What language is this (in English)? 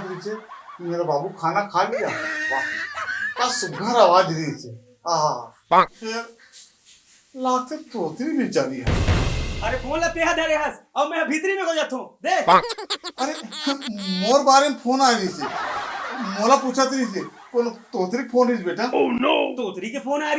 Chhattisgarhi